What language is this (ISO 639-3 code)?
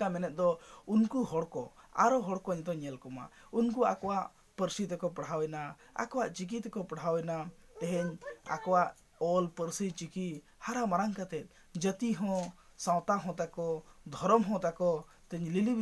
sat